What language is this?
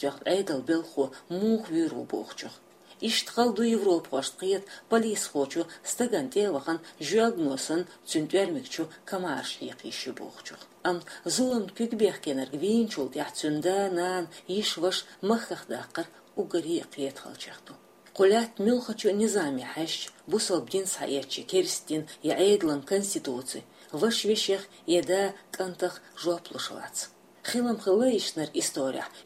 Chechen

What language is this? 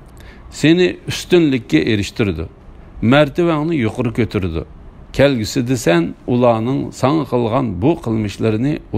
Uyghur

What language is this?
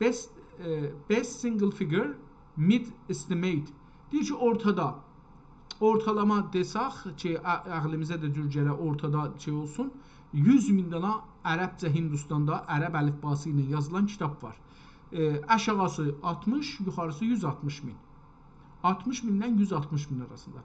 South Azerbaijani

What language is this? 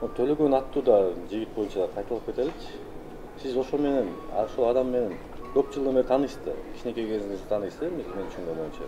Kyrgyz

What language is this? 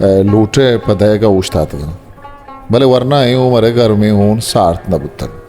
Eastern Balochi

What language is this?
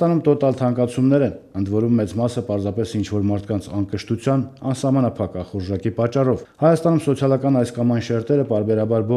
Armenian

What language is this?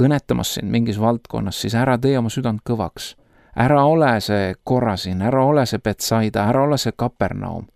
Estonian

